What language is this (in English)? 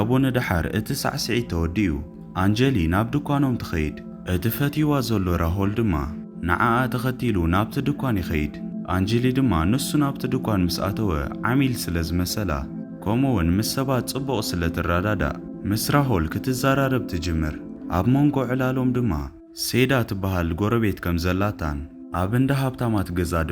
Tigrinya